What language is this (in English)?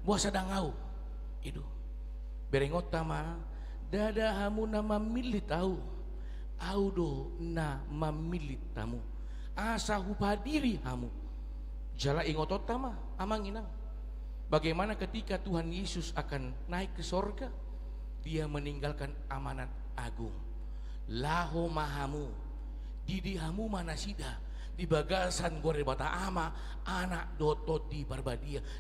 Batak Toba